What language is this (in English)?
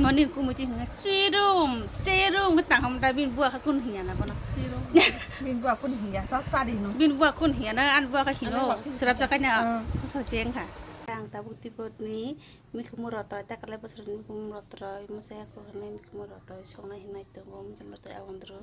Kok Borok